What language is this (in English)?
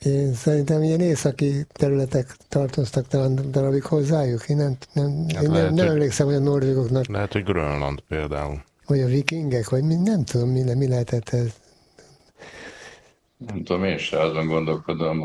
Hungarian